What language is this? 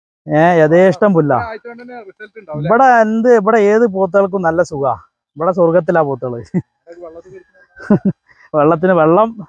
Malayalam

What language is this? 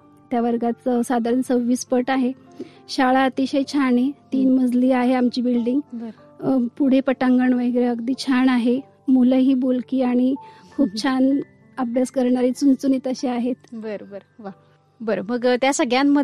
Marathi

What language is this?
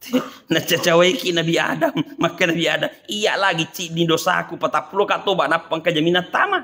Buginese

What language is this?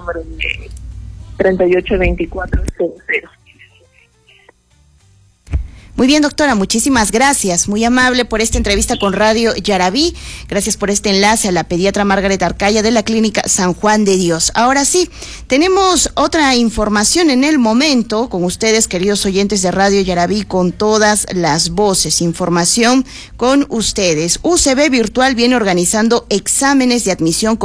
Spanish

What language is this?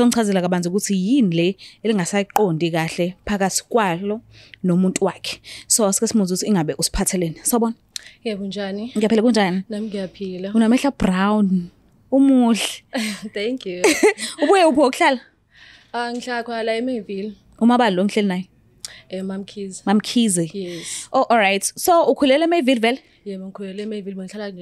Zulu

